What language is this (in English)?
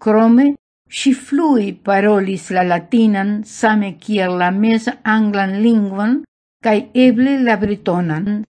Esperanto